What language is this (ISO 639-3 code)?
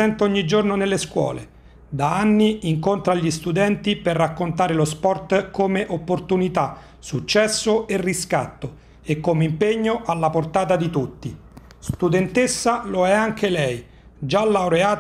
ita